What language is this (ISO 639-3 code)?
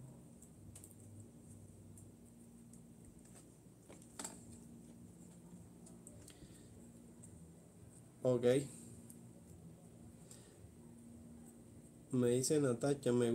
spa